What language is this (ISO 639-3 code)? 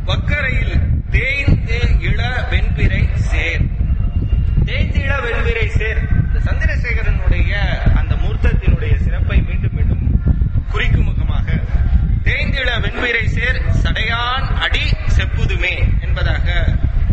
tam